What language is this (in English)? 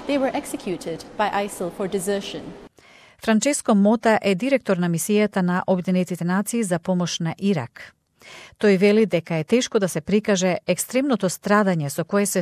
Macedonian